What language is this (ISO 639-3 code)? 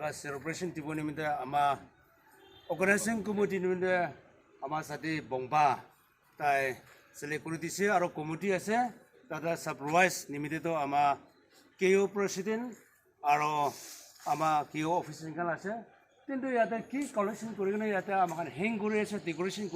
nag